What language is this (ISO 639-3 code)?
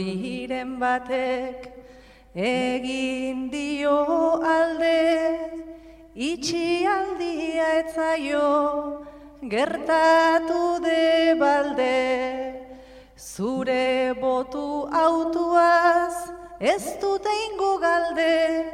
eus